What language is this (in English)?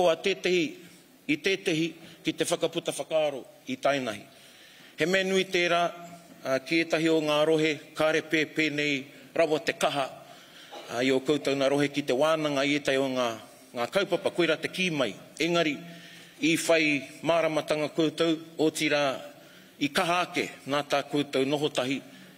Māori